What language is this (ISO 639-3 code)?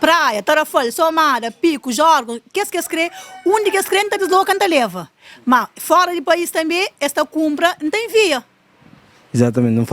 kea